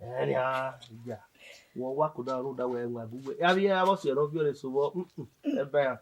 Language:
Bini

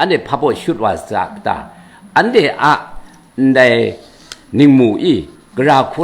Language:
Kachin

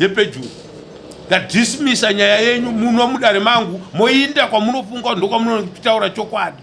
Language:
Shona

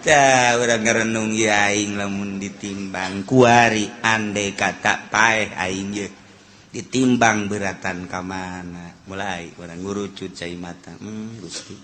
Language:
Sundanese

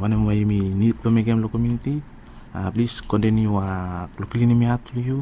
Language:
Bislama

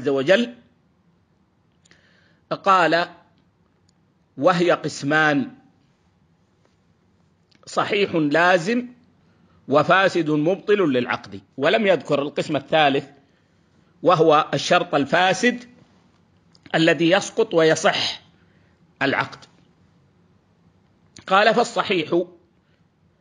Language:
Arabic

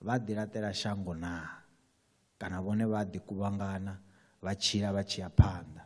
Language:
Venda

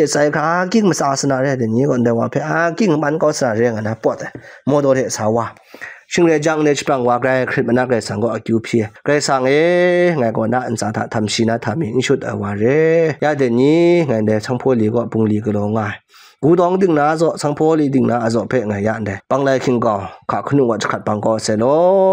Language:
Kachin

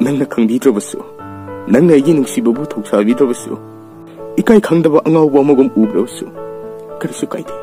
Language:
Manipuri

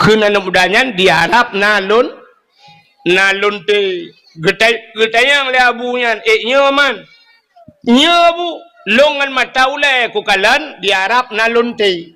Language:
Achinese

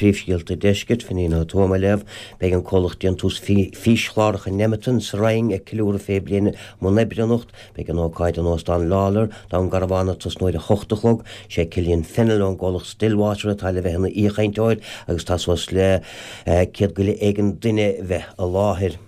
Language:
Irish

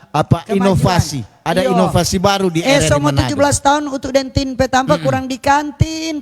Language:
Manado Malay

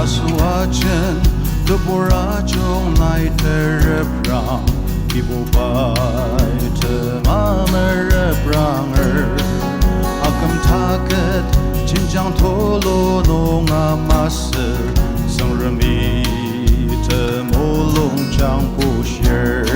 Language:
Ao Naga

